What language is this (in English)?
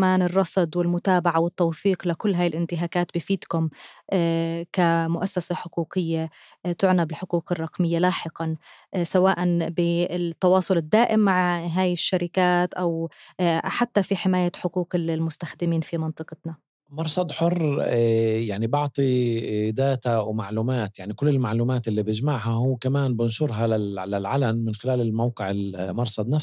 North Levantine Arabic